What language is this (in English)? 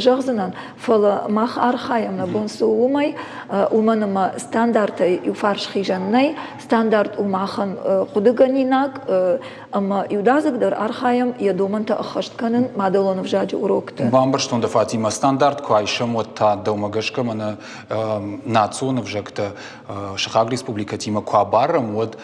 Ossetic